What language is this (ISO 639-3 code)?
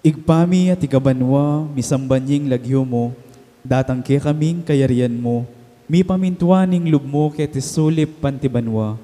pam